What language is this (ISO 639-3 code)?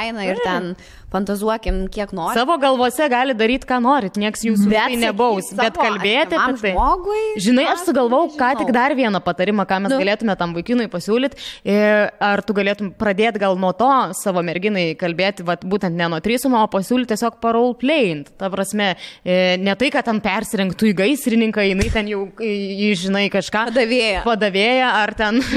lit